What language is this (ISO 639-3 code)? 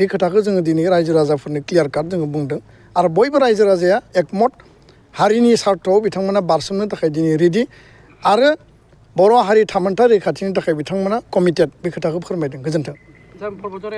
brx